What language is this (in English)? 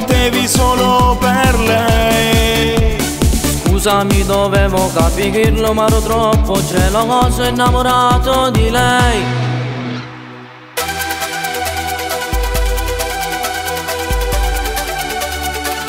Italian